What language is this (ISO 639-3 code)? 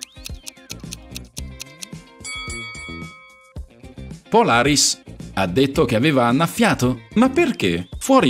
ita